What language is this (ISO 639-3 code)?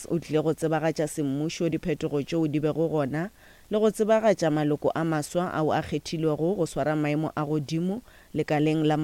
nso